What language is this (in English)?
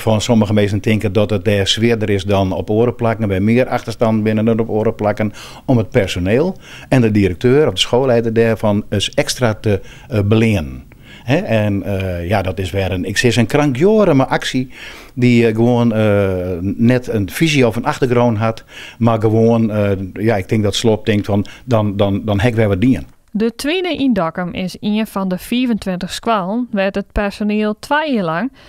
Western Frisian